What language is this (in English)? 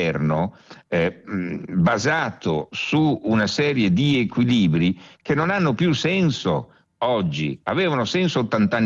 Italian